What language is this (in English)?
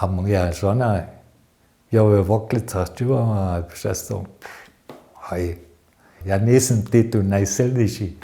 Upper Sorbian